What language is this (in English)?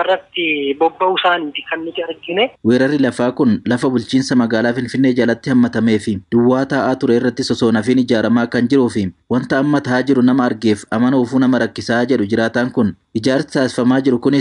Oromo